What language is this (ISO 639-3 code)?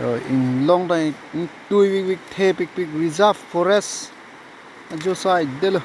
mjw